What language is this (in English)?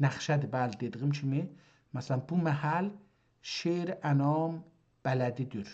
South Azerbaijani